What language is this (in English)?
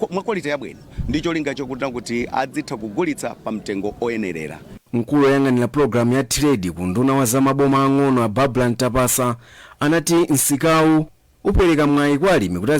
Nyanja